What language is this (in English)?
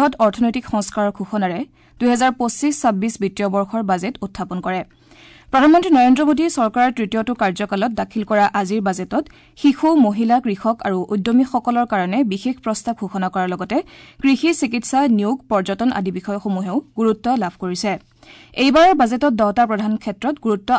Assamese